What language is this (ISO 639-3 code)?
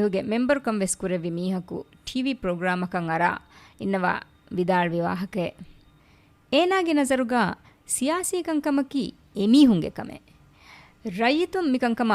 div